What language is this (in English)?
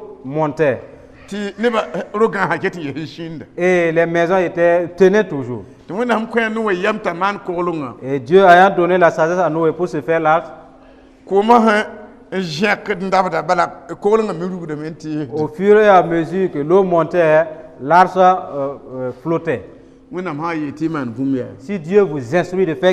Mossi